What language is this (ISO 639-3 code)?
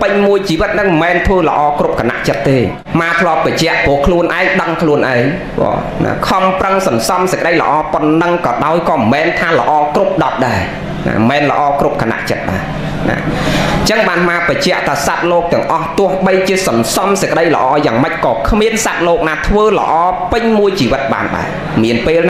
khm